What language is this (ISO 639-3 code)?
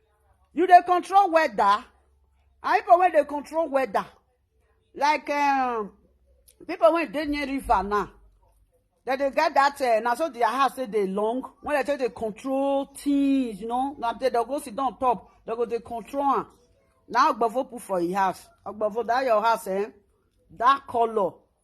pcm